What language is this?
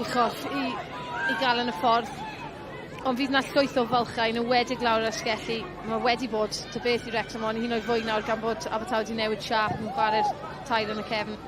Welsh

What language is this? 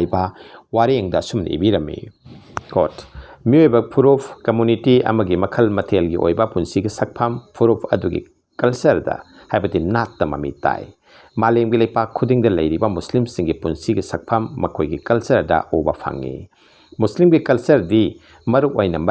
Manipuri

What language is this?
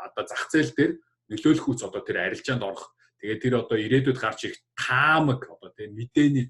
Mongolian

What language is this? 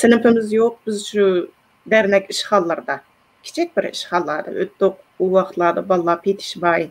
Uyghur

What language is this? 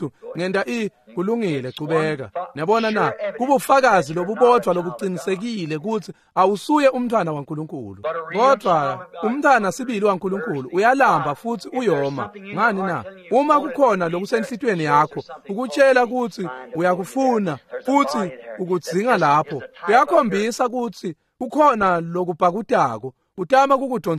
Swati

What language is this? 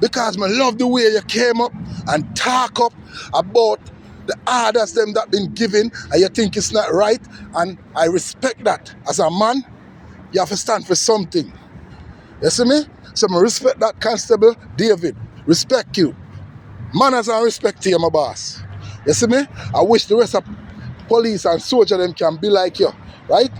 Jamaican Creole English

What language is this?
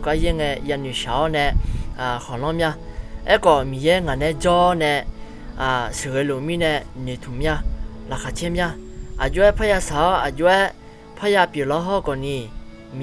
Akha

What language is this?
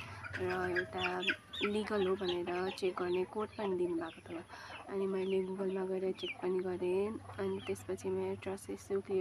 Nepali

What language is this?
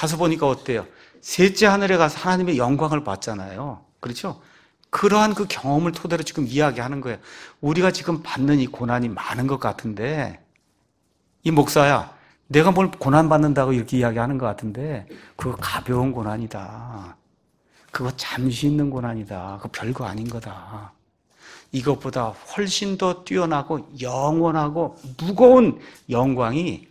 Korean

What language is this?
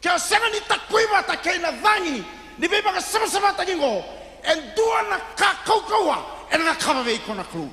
Fijian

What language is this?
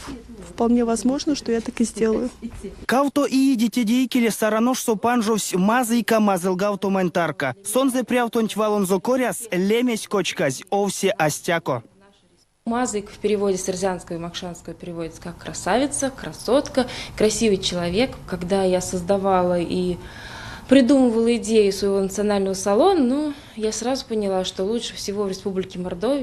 Erzya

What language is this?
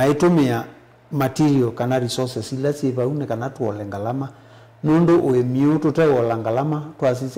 Kamba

